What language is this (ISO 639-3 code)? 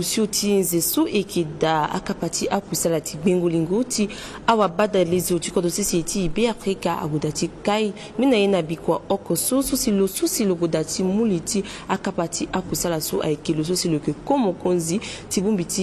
sag